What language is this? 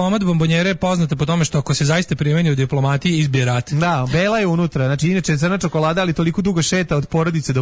Serbian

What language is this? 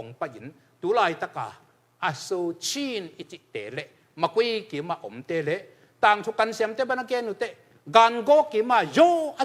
Tedim Chin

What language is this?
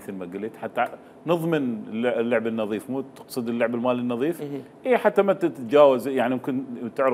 Mesopotamian Arabic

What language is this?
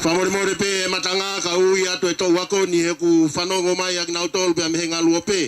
Tongan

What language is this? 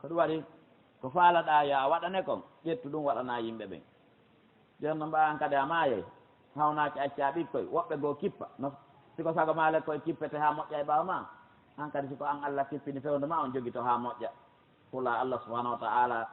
Fula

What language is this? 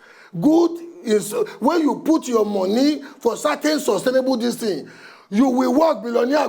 Nigerian Pidgin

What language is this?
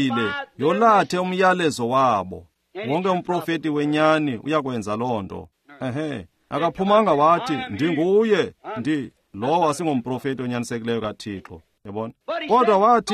Xhosa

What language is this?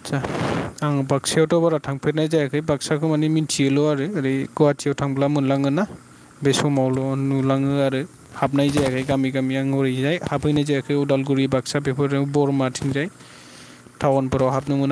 Bodo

